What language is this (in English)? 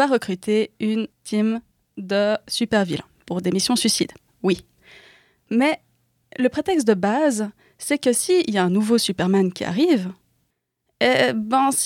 French